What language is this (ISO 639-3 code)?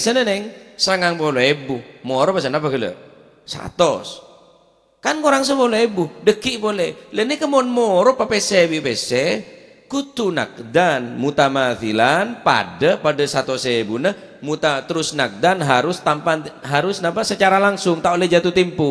mad